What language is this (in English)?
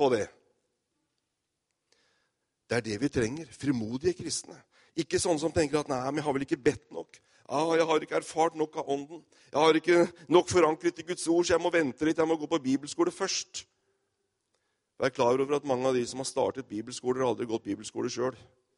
Norwegian